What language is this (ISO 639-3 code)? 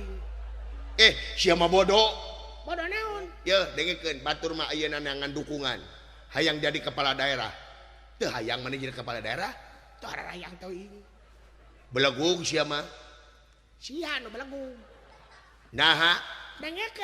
sun